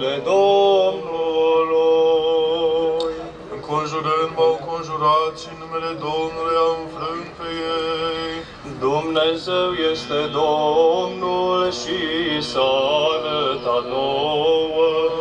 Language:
Romanian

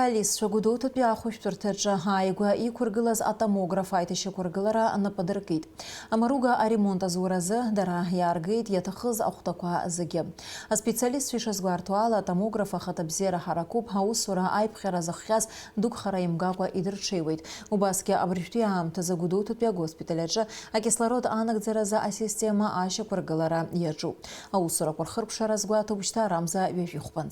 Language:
Abkhazian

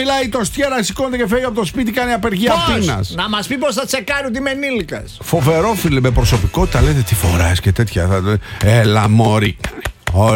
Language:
Greek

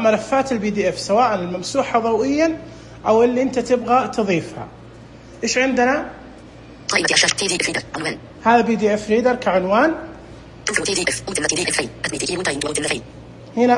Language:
Najdi Arabic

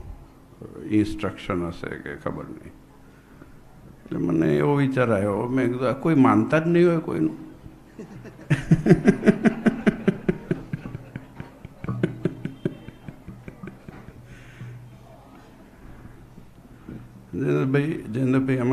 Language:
Gujarati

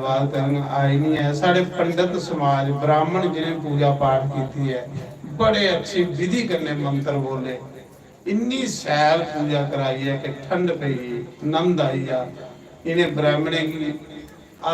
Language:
Dogri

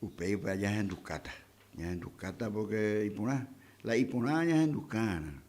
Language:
Guarani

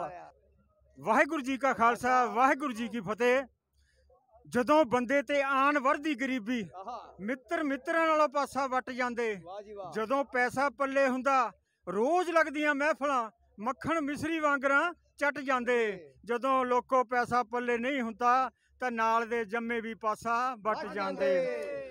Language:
Punjabi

